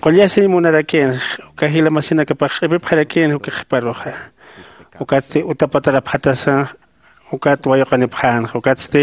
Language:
Aymara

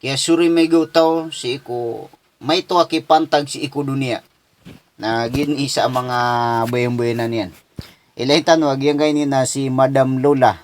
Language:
Maranao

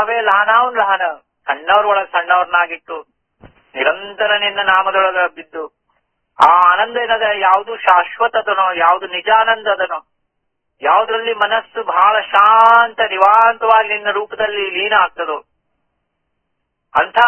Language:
Kannada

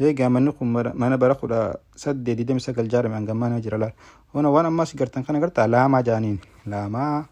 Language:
Oromo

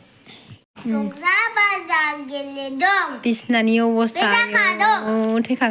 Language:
Bodo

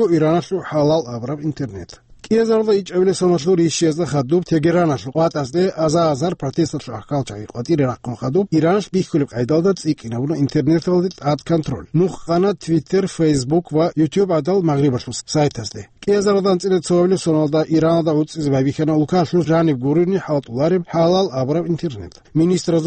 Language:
Avaric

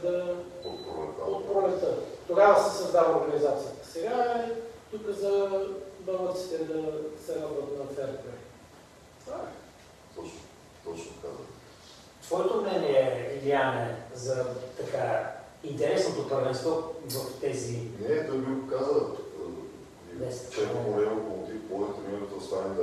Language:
Bulgarian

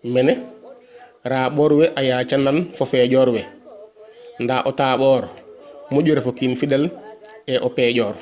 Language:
Serer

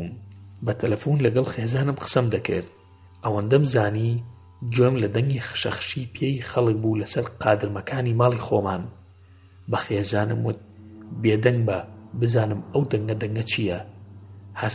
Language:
Central Kurdish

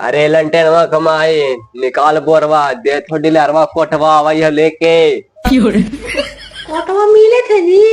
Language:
Magahi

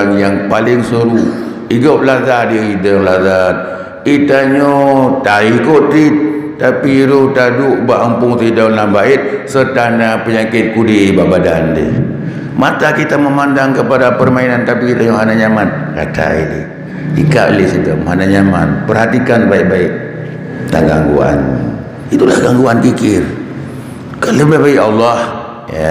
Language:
Achinese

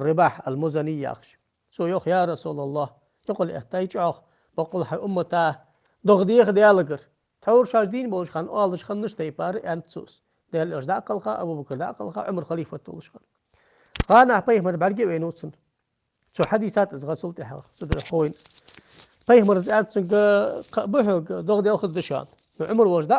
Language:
Ingush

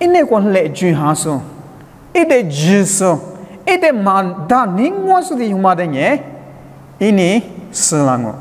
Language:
Lisu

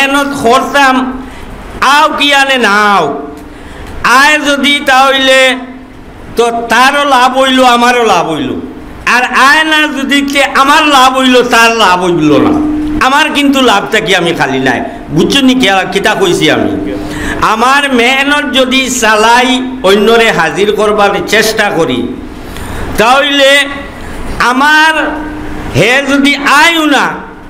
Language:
Sylheti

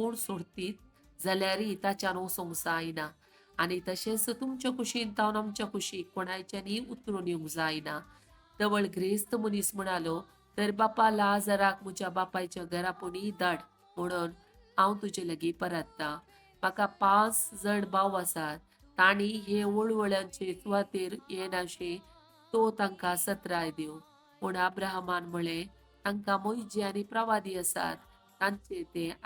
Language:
Konkani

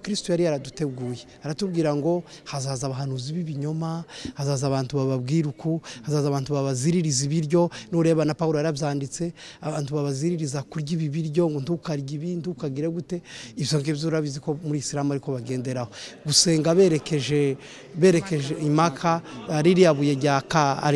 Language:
Kinyarwanda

